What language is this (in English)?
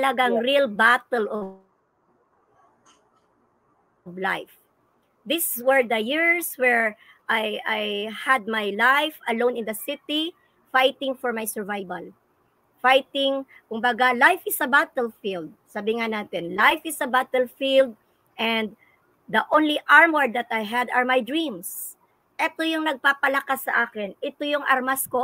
Filipino